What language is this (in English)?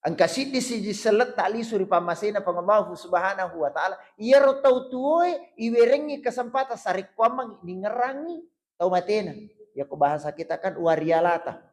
Buginese